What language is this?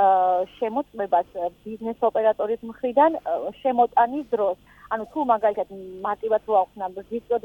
Georgian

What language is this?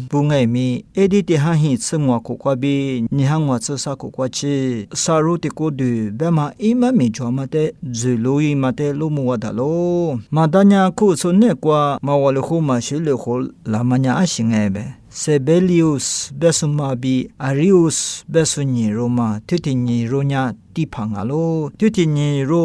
Lisu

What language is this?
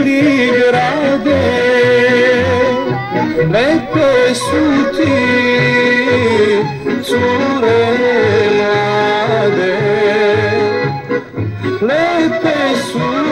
Serbian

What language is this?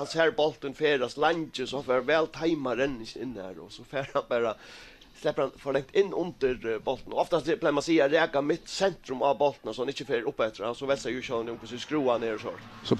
Faroese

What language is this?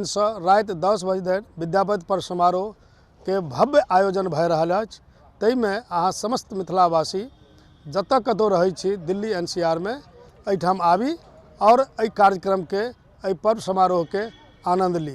Maithili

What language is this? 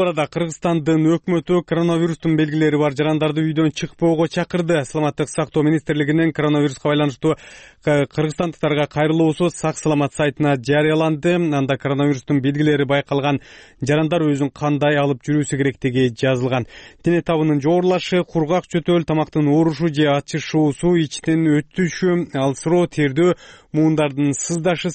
Kyrgyz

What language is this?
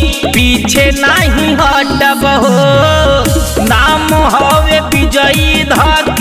Bhojpuri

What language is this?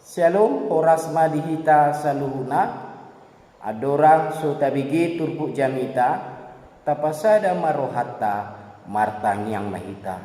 Batak Toba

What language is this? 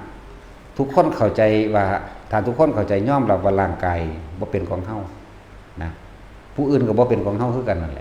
Northeastern Thai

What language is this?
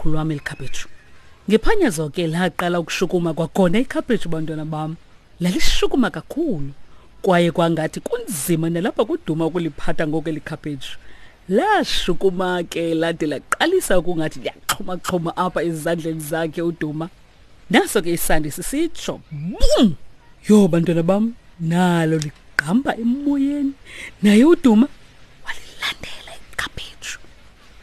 Xhosa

